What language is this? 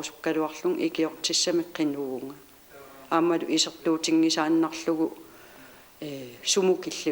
Kalaallisut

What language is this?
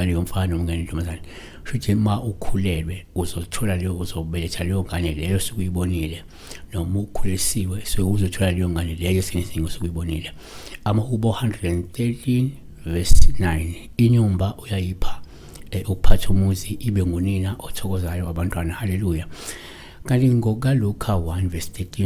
Zulu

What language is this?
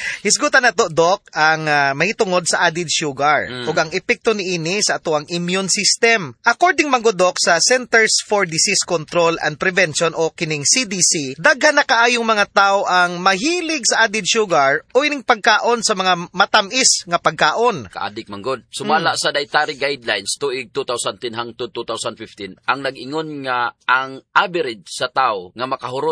Cebuano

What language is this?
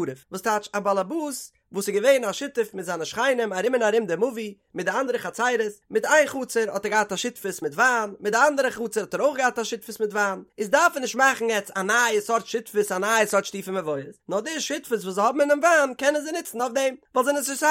Yiddish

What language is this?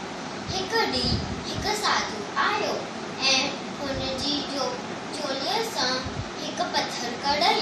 Sindhi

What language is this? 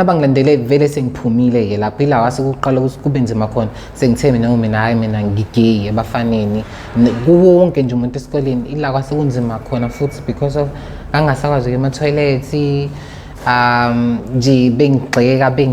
Zulu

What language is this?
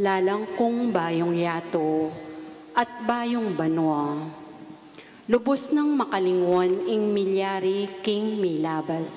Pampanga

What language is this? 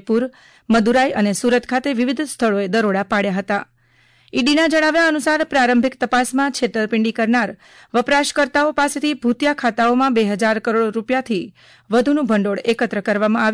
Gujarati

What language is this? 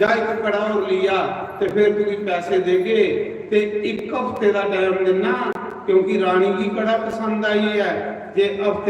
Dogri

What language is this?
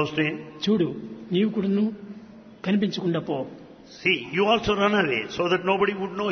Telugu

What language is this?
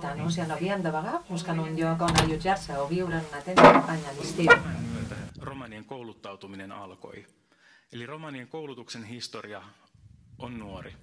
Catalan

